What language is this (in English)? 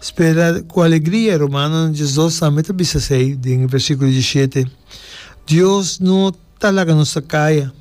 Papiamento